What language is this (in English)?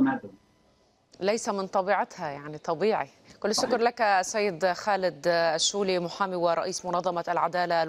Arabic